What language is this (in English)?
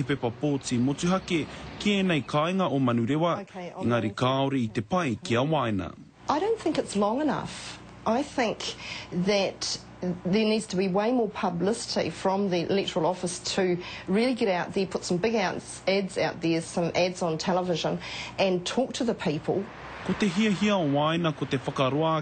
Māori